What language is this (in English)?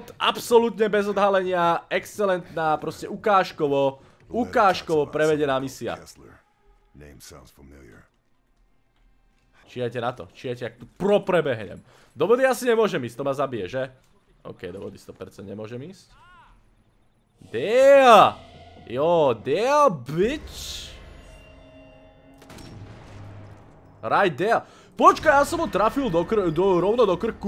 Slovak